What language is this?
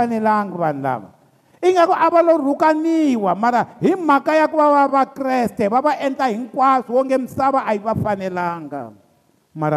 Tsonga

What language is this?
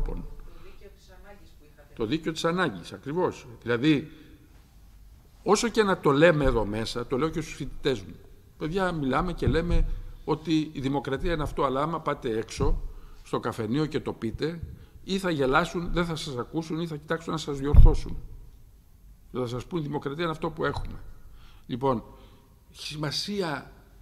Greek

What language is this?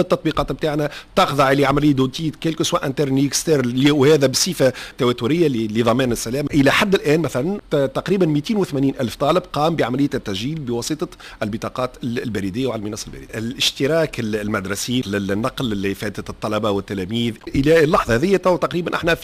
Tunisian Arabic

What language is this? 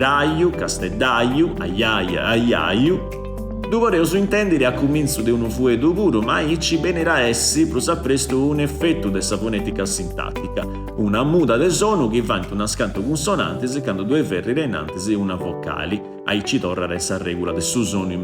Sardinian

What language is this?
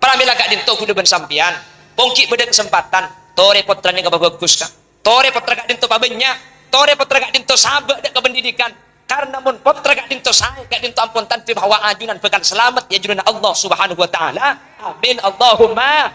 Madurese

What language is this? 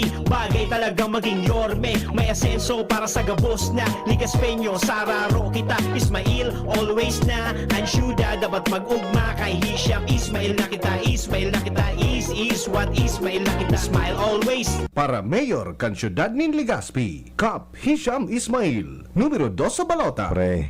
Bikol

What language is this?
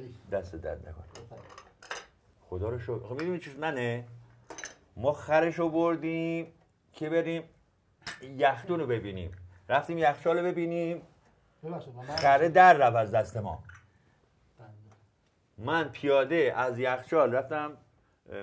Persian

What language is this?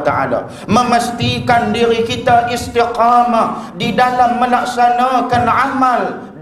Malay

